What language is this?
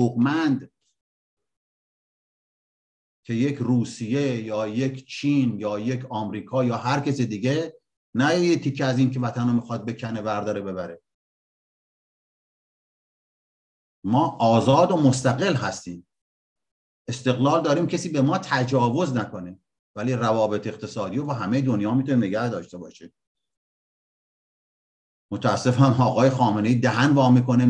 Persian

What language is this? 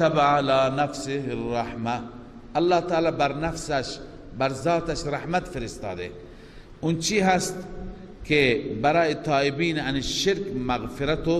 Persian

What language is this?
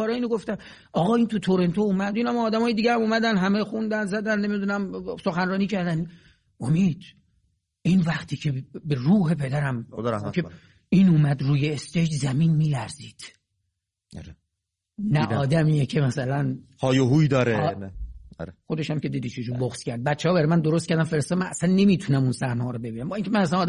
Persian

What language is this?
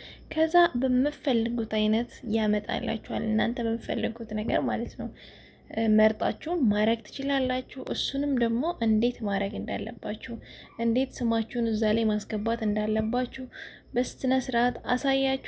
Amharic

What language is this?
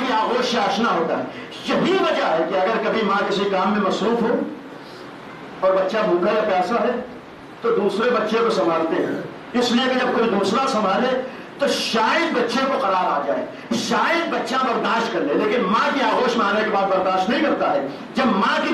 Urdu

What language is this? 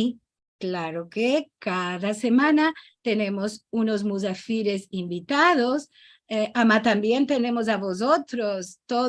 Ladino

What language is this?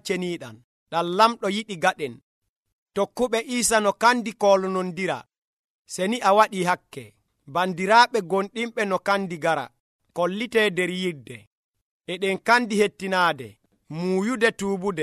Nigerian Fulfulde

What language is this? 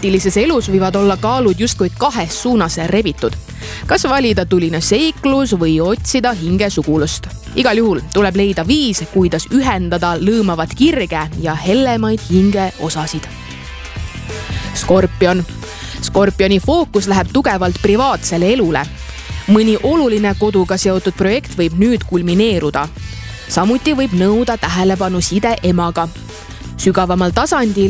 Estonian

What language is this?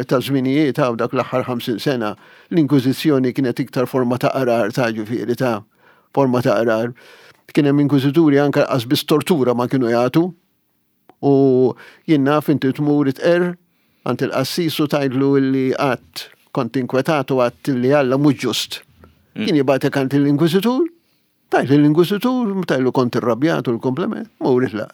Maltese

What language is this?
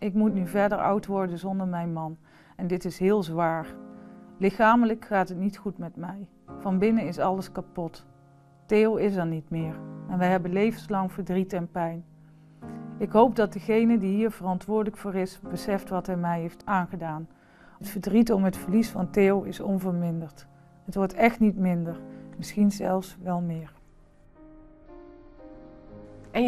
Dutch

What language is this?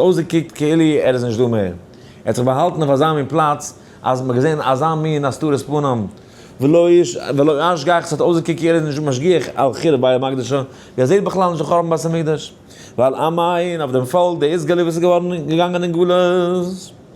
Yiddish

